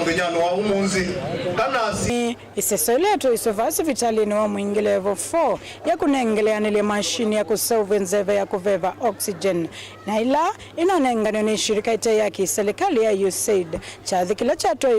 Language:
Kamba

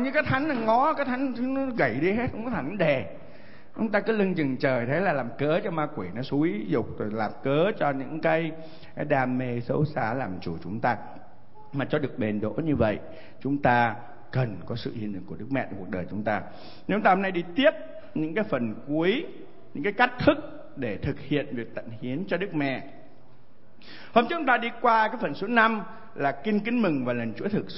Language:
Vietnamese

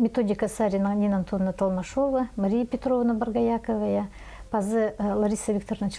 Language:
Khakas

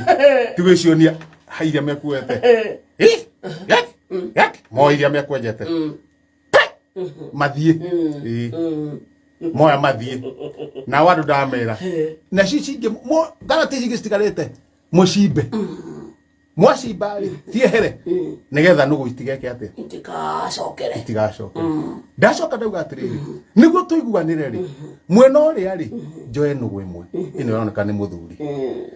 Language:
Kikuyu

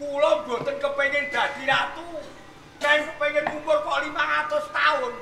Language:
Javanese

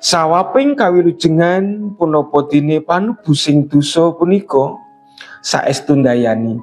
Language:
Javanese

